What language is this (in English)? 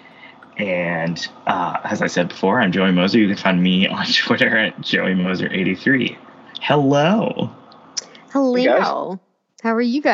English